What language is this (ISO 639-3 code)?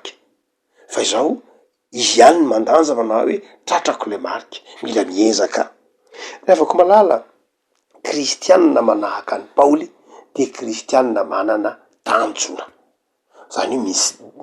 mlg